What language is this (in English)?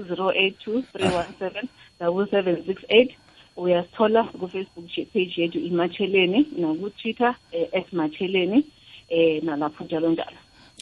South Ndebele